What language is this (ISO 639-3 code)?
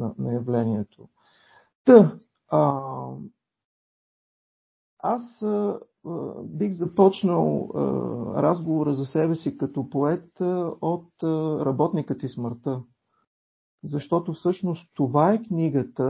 bul